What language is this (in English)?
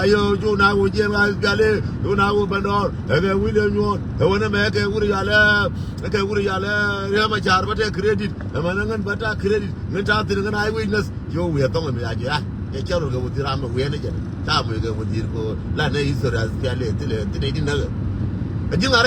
Nuer